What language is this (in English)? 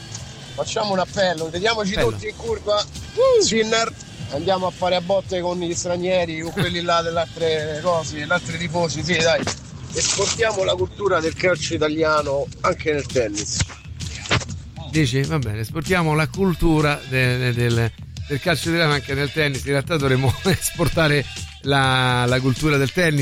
Italian